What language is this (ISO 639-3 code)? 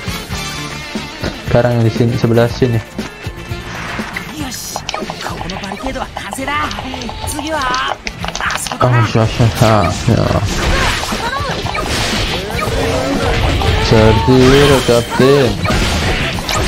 ind